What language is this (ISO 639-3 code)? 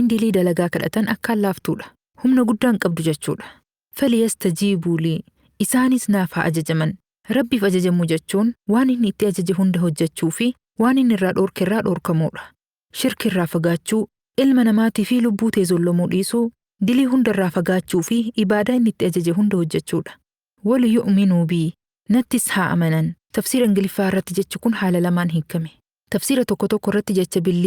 orm